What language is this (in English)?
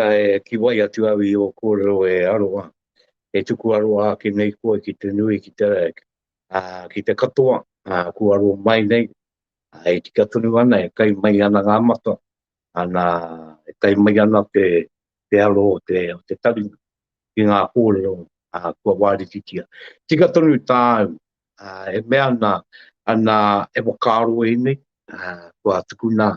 Māori